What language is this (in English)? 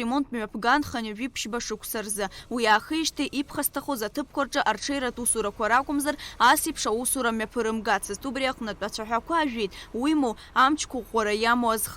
Abkhazian